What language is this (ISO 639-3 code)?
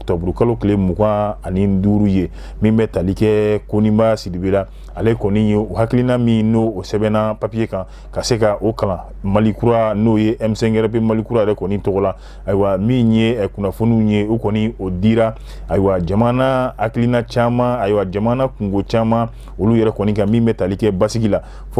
bam